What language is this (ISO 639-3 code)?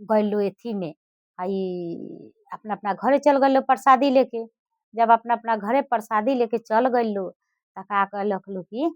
bho